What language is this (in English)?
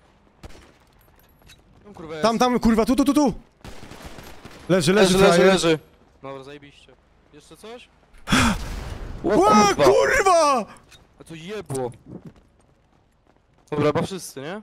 Polish